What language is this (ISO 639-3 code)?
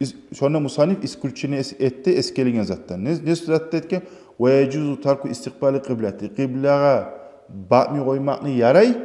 kum